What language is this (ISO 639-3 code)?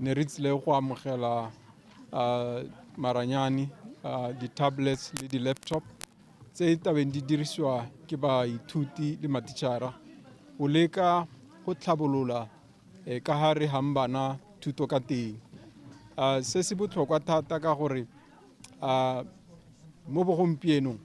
tsn